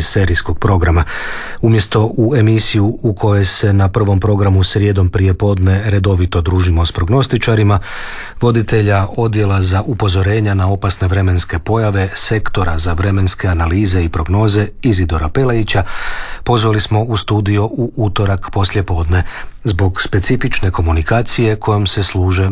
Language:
Croatian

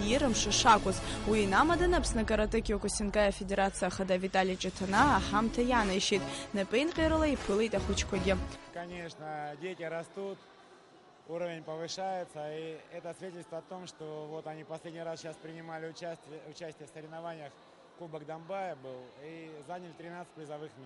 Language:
Abkhazian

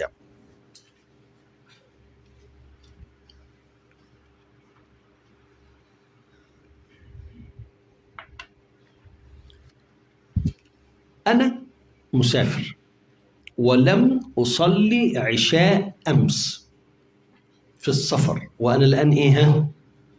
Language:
Egyptian Arabic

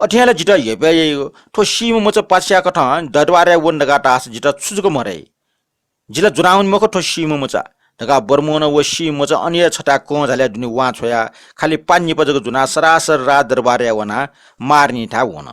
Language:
Newari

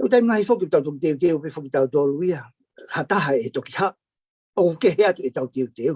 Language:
Tongan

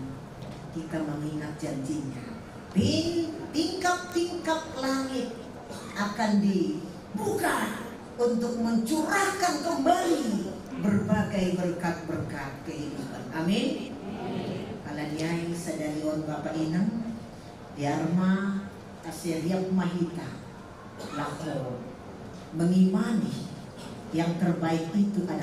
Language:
Batak Simalungun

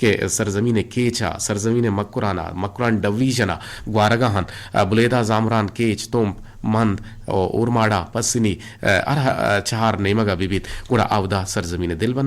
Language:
Eastern Balochi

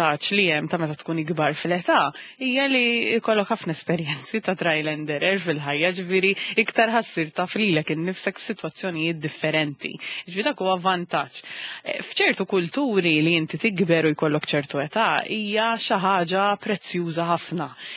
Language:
Maltese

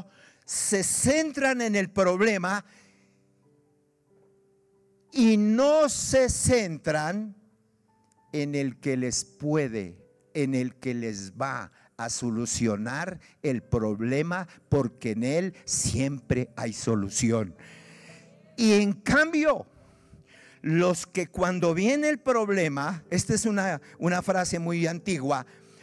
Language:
Spanish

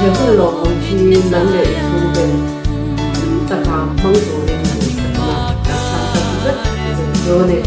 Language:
Mizo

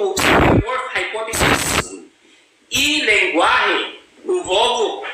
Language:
Ibanag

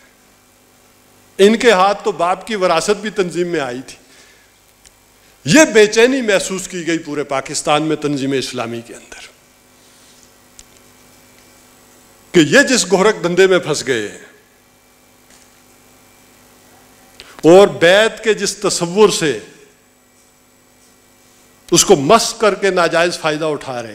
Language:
Urdu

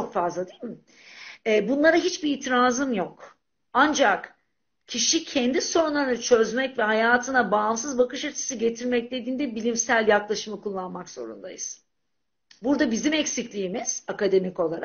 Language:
Turkish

